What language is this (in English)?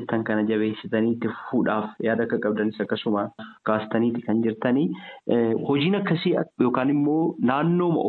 Oromo